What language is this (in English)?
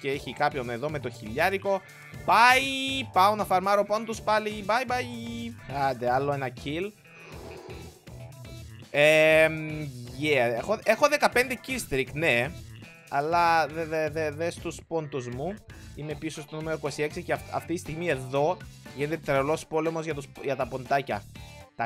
Greek